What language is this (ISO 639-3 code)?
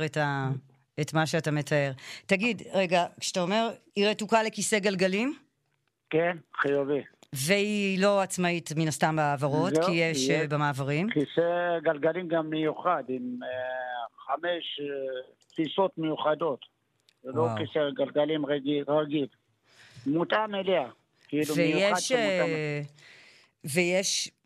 heb